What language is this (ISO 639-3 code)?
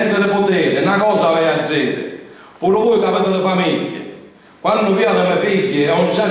scn